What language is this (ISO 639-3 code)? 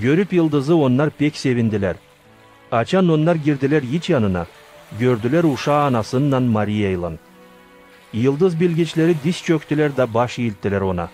gag